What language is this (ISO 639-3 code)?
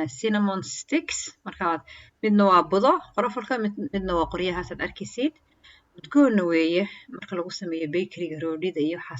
som